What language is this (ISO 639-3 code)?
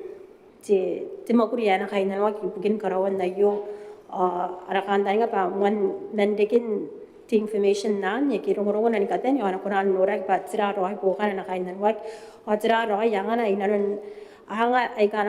gil